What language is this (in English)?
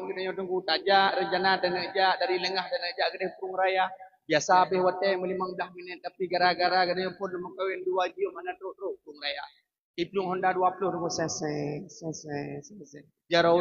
Achinese